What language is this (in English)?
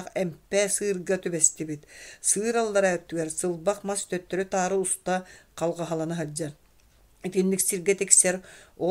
Yakut